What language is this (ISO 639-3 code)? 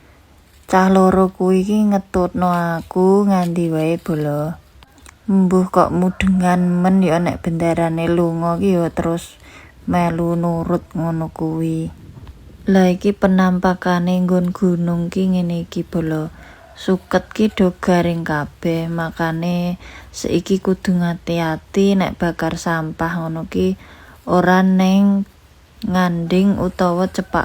jav